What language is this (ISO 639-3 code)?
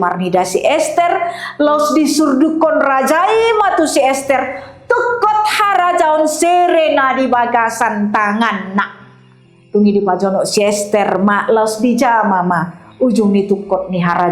bbc